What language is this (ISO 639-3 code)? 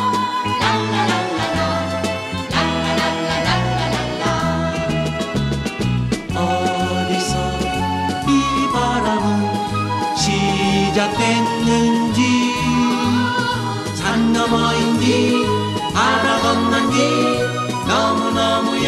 kor